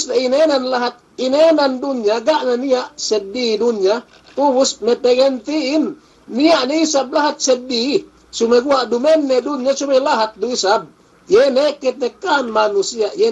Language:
Yakan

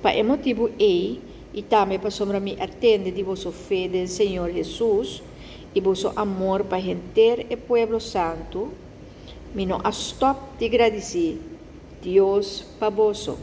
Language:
Papiamento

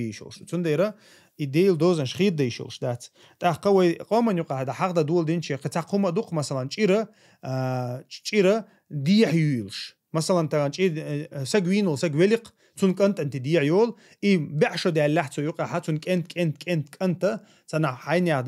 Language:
Chechen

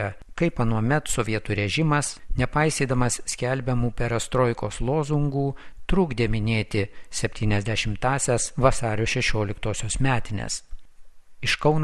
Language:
Lithuanian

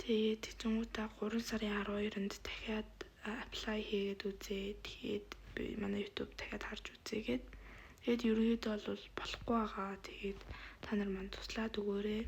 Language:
Mongolian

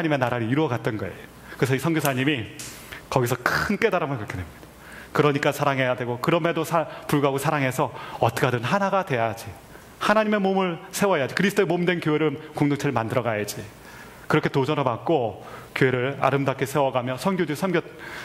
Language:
Korean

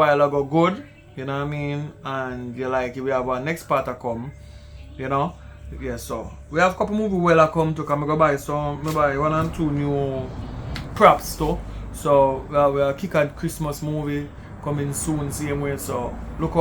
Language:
Jamaican Creole English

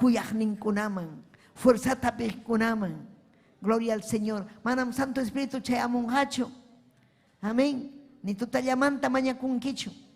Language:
Ayacucho Quechua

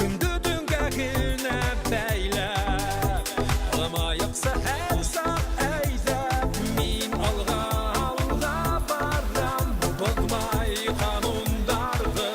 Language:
Bashkir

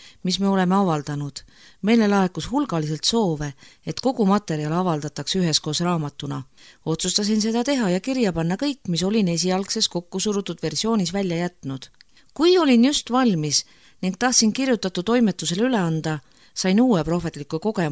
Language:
Estonian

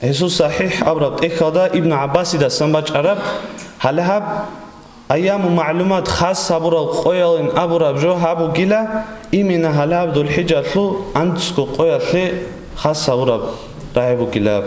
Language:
Avaric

